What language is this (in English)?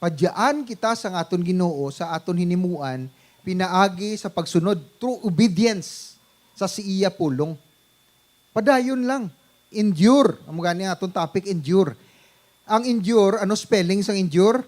Hiligaynon